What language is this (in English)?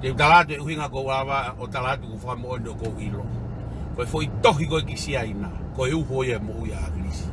Tongan